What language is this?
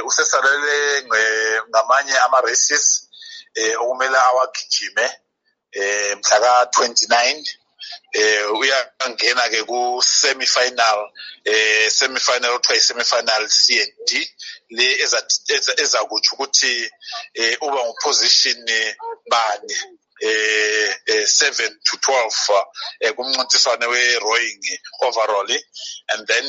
North Ndebele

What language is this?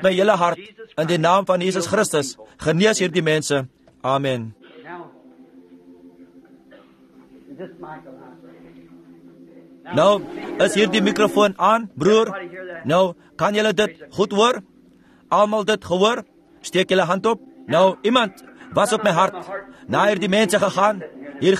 Afrikaans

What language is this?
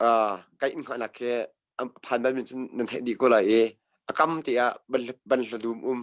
Hakha Chin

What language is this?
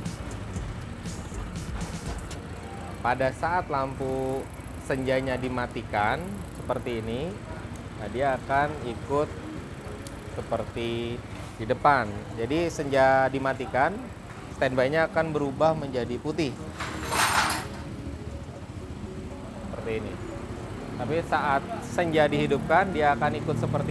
Indonesian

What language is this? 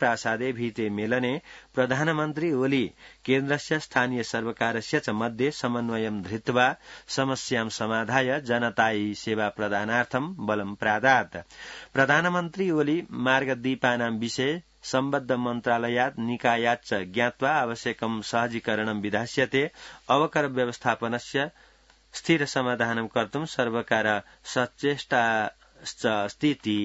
Sanskrit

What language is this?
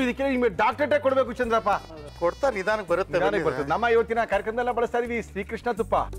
Kannada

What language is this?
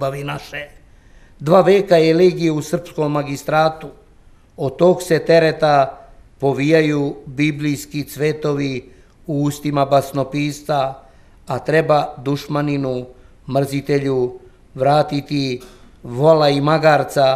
Serbian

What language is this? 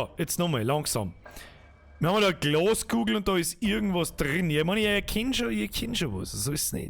Bavarian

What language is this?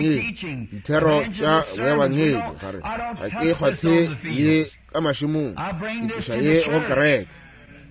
Northern Sotho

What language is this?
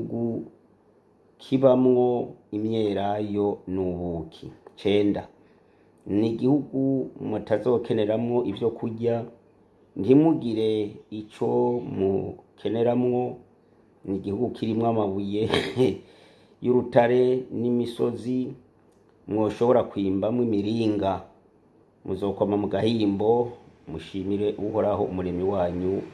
Rundi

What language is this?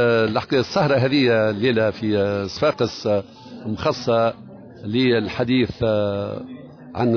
Tunisian Arabic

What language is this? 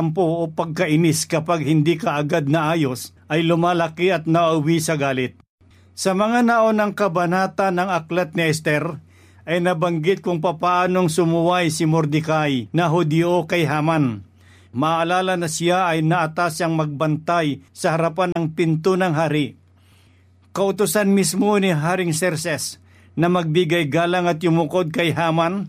Filipino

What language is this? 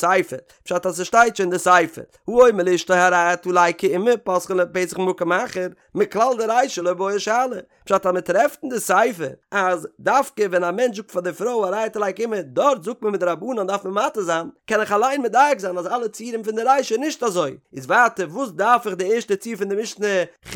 Yiddish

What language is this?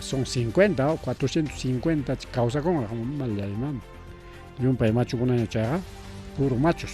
Ayacucho Quechua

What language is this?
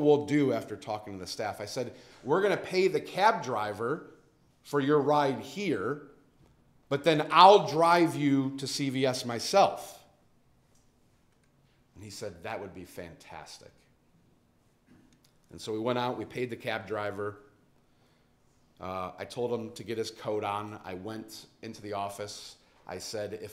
English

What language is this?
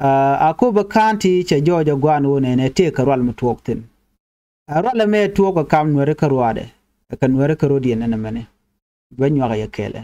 Nuer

